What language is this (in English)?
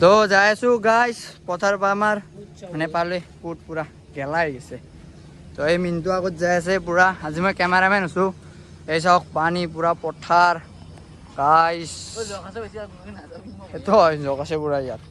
Assamese